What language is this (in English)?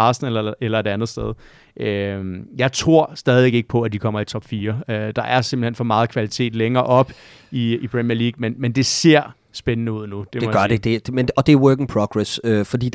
Danish